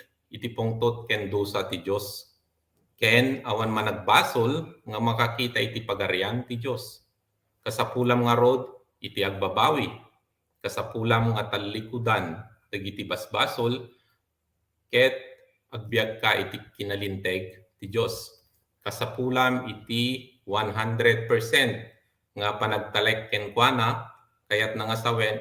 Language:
Iloko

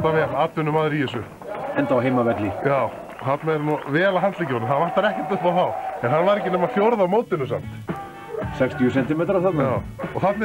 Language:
Icelandic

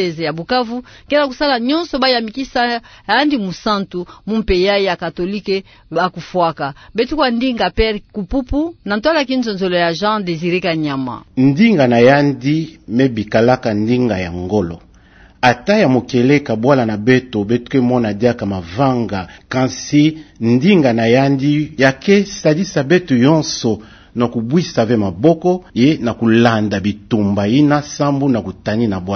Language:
Kituba (Democratic Republic of Congo)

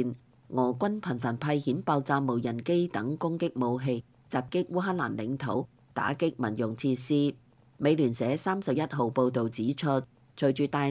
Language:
Cantonese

